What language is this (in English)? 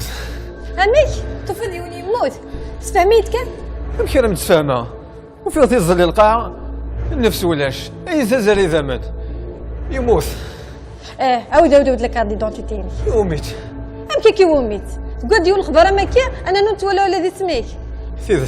Kabyle